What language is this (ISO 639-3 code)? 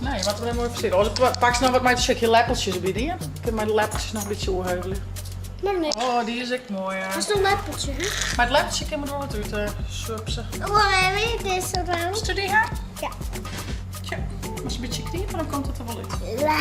fry